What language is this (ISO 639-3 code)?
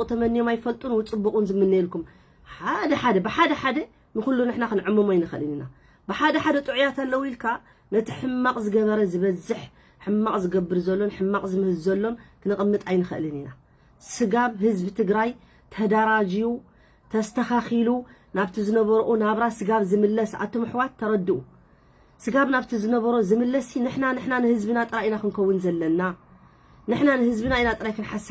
tir